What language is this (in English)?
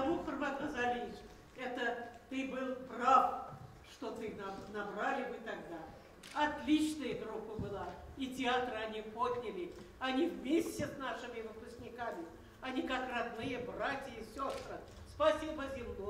Bashkir